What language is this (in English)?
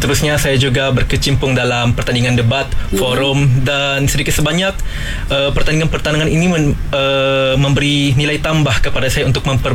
Malay